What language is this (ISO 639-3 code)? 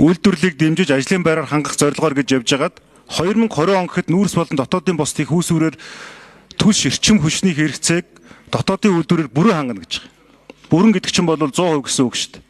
mon